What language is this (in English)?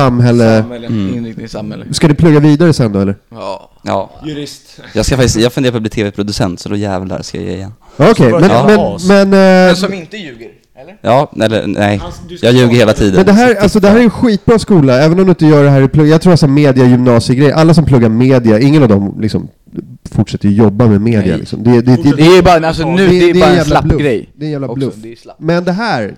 Swedish